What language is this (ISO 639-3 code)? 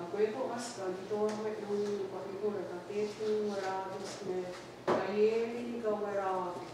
moh